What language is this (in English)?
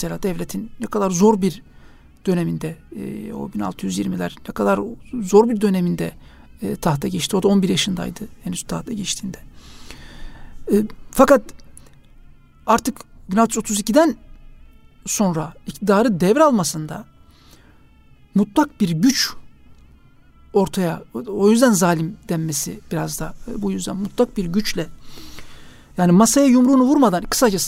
Turkish